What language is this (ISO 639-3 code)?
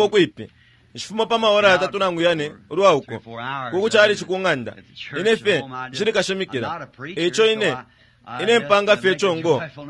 bem